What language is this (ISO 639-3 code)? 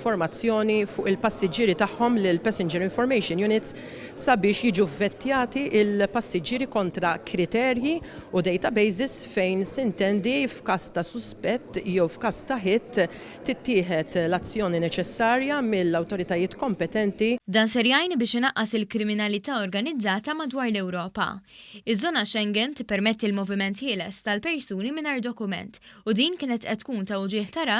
mlt